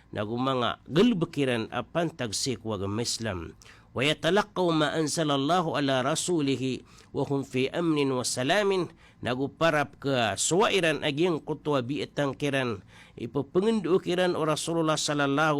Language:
Maranao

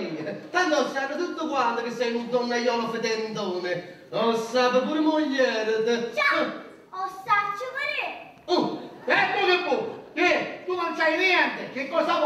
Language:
Neapolitan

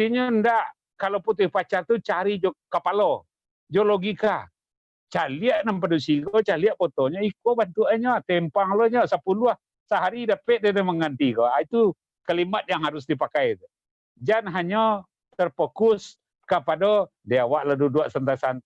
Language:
Minangkabau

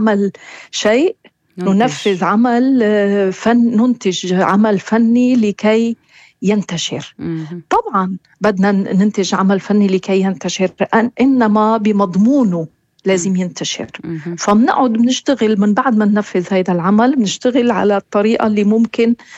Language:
North Levantine Arabic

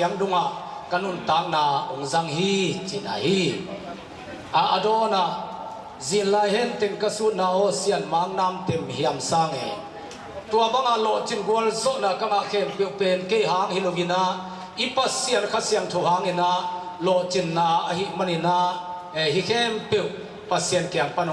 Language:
Tedim Chin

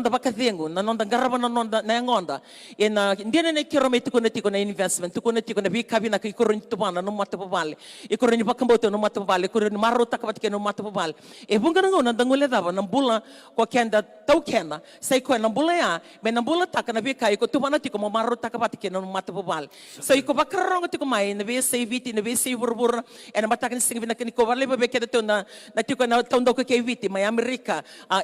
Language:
Fijian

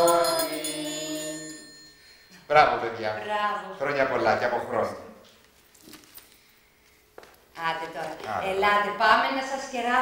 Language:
Greek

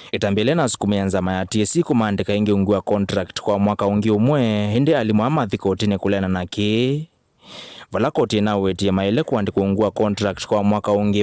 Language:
Kamba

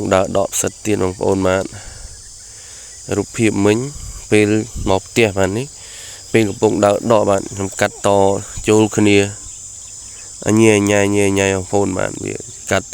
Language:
Khmer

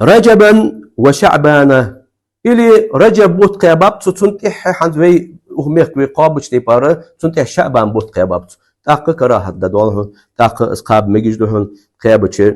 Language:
Ingush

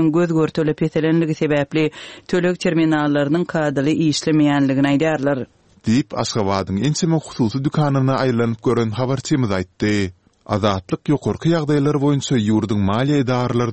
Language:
Turkmen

